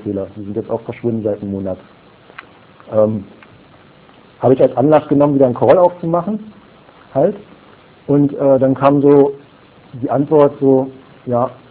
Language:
German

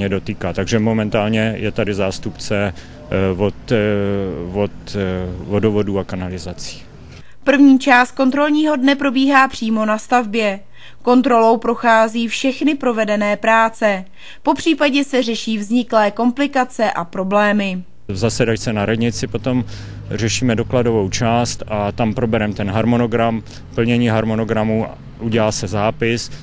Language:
Czech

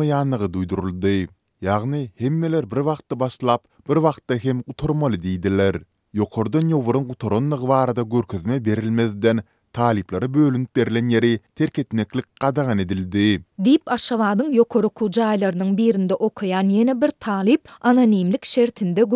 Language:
Turkmen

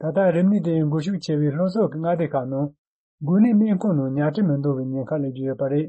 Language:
Tibetan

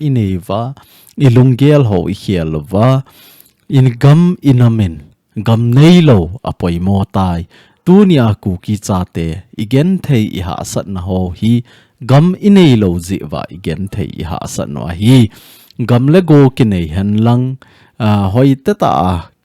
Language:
Thado Chin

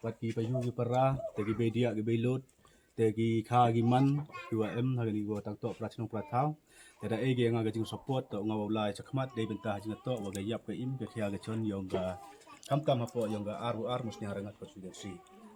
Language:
Khasi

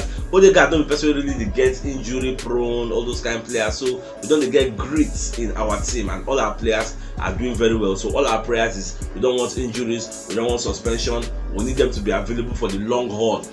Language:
Nigerian Pidgin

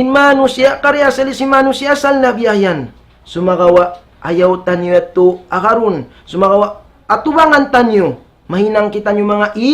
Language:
Tausug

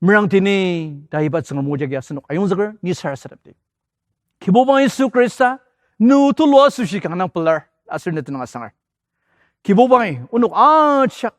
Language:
Ao Naga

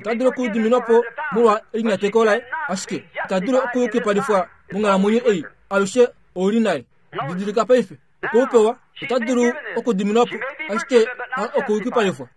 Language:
Kuanyama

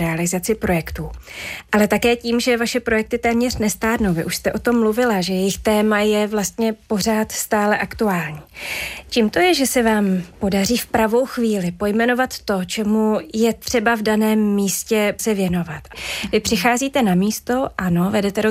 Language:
Czech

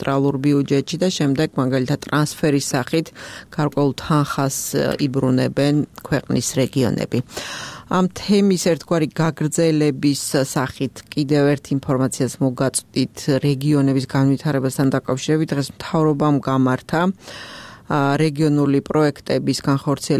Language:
Georgian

